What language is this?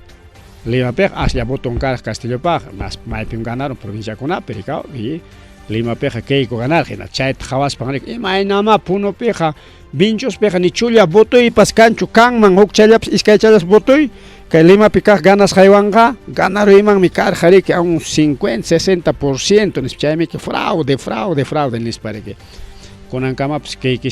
Ayacucho Quechua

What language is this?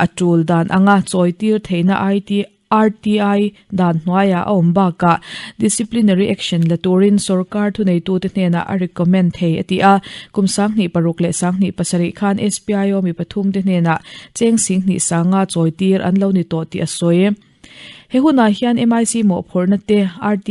Mizo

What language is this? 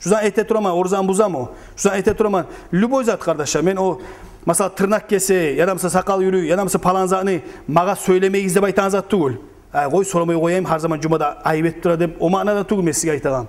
Kumyk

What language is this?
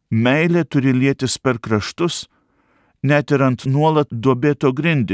Lithuanian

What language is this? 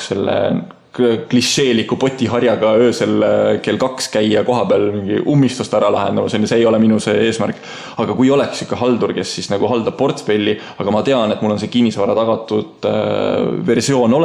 Estonian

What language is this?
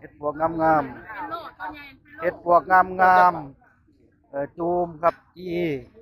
Northeastern Thai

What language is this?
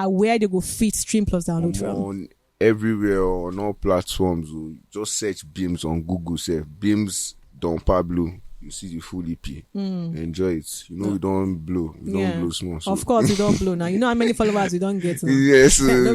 Nigerian Pidgin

